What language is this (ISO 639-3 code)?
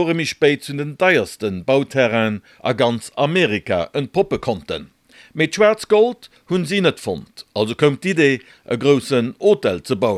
ltz